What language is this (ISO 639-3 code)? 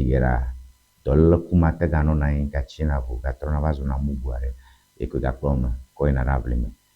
ewe